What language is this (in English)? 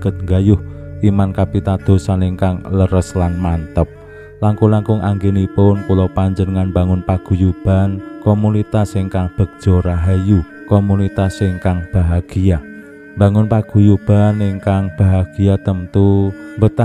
Javanese